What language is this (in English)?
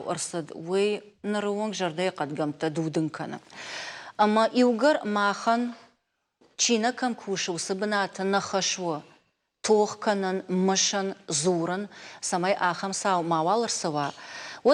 Ossetic